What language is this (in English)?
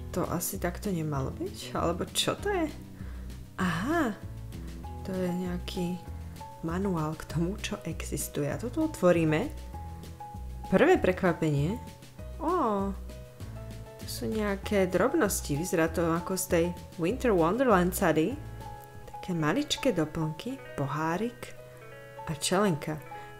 Slovak